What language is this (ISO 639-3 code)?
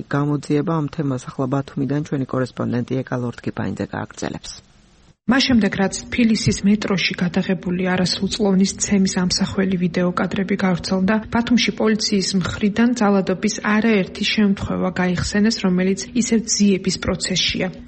kat